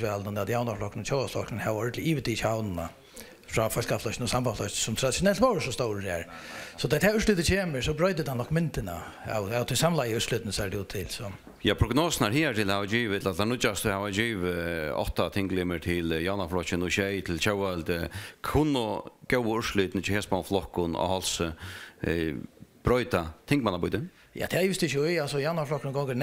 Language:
Faroese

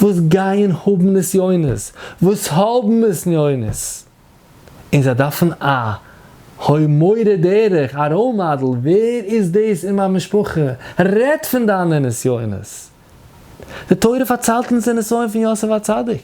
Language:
Yiddish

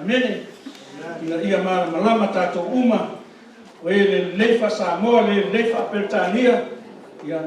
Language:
Samoan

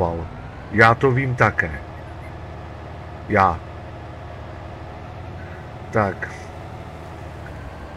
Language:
Czech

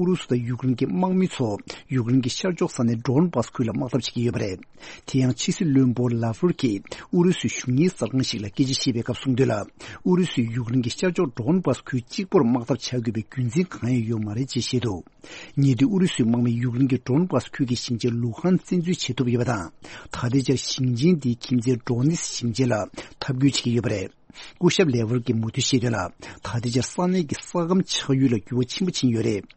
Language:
Tibetan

